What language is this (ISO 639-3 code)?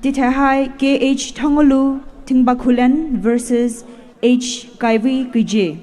pmx